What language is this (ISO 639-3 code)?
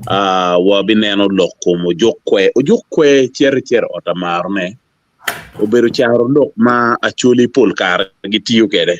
ach